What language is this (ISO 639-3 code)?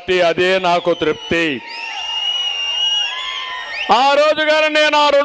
tel